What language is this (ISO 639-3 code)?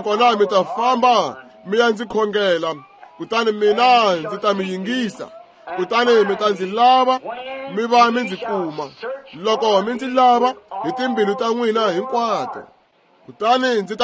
tso